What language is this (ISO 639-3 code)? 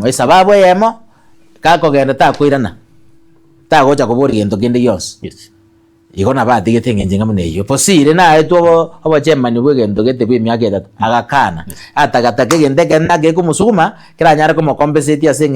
guz